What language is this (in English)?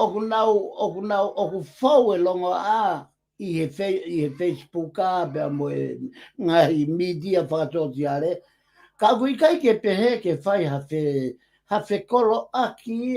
Tongan